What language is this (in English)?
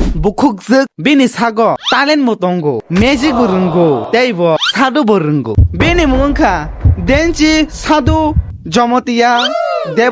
Kok Borok